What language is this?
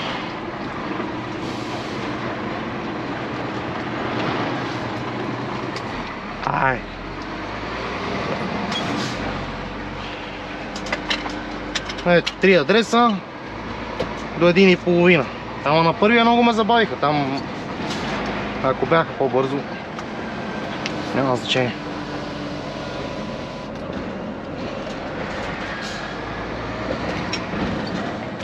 Bulgarian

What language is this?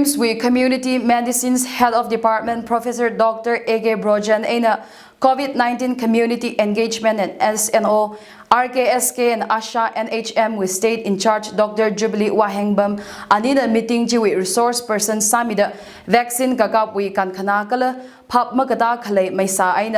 Tangkhul Naga (India)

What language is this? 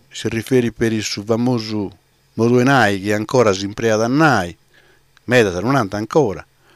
Sardinian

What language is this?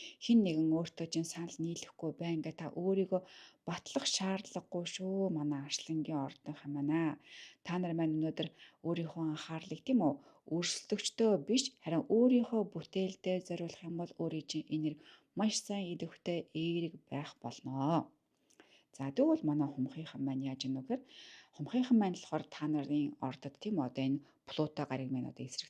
Mongolian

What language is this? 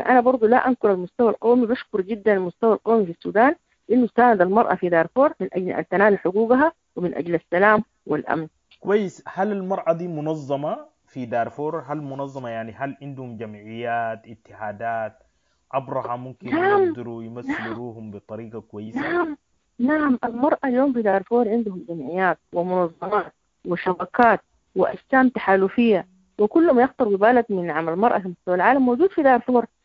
Sudanese Arabic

